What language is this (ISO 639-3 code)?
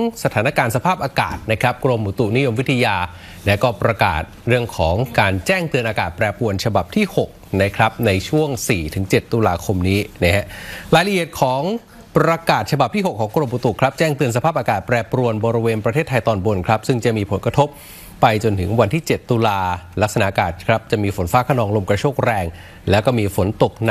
tha